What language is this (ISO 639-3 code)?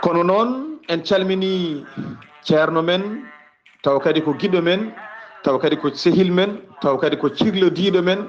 ful